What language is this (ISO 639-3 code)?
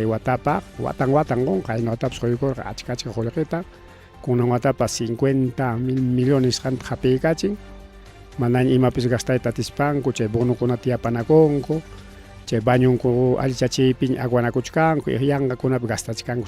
quy